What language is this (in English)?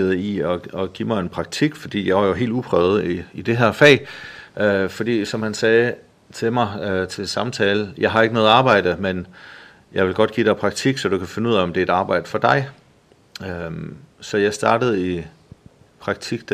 Danish